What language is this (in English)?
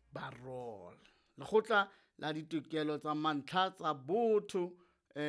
Southern Sotho